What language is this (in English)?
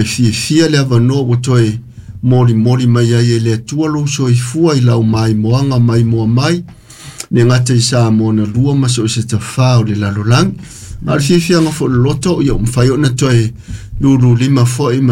Samoan